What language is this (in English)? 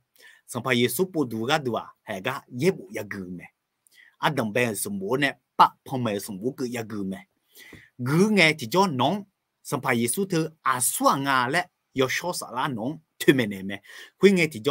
Akha